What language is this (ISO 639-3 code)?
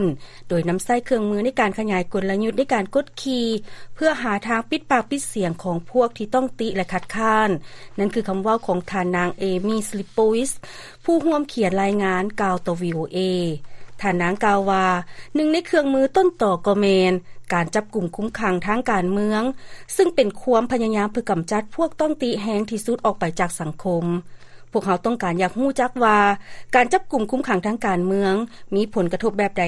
lao